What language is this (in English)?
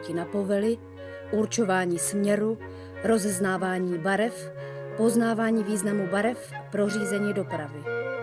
Czech